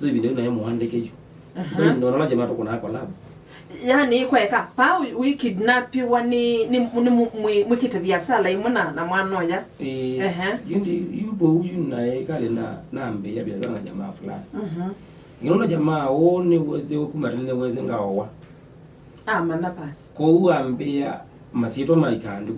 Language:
Kamba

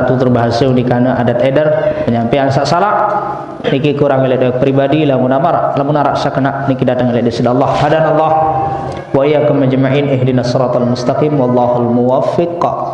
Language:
Sasak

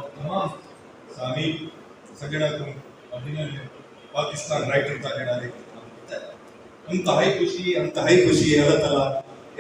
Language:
Saraiki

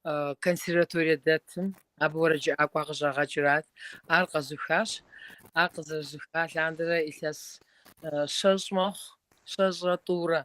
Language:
Kabardian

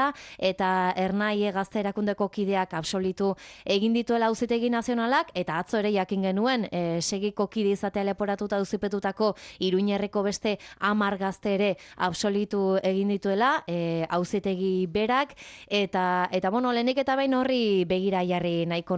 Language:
Basque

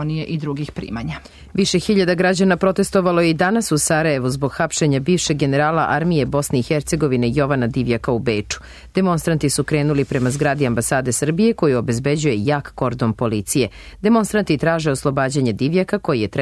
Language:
Serbian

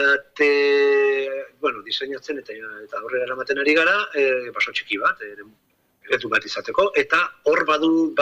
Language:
Basque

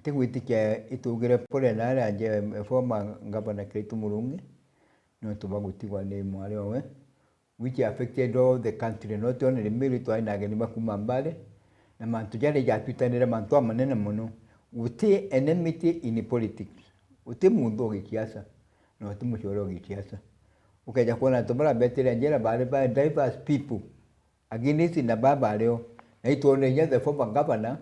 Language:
Meru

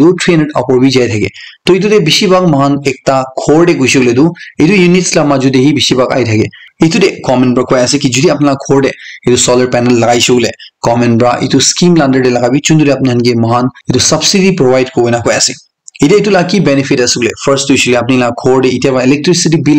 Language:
Naga Pidgin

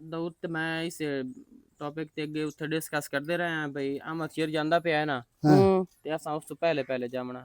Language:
Western Panjabi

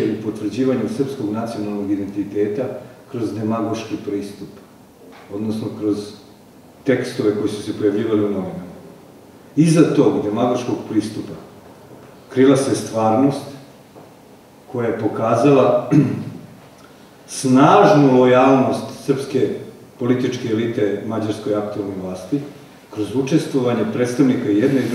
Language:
Serbian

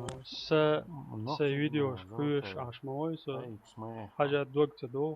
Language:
Chechen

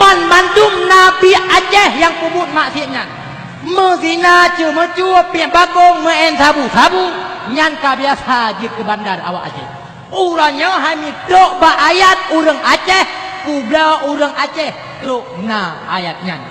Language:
Achinese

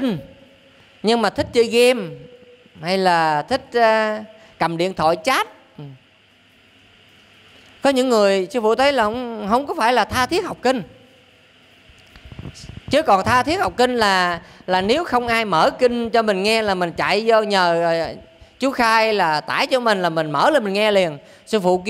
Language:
Vietnamese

